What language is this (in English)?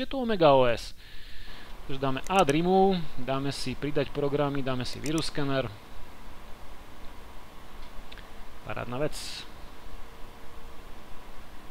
Slovak